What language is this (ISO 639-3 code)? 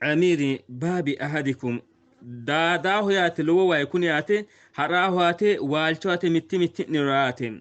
sid